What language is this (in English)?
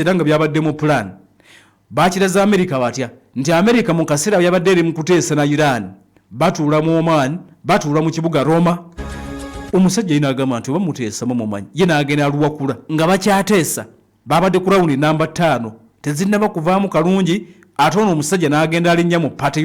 Ganda